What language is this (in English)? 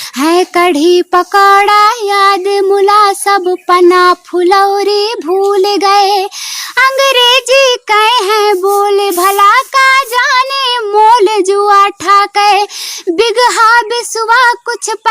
Awadhi